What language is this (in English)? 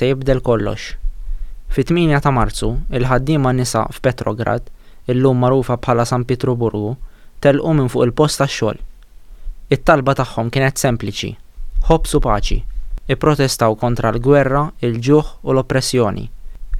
Maltese